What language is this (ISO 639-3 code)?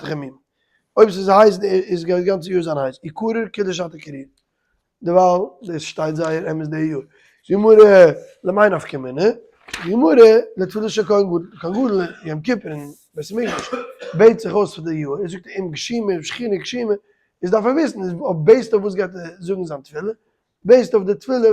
yid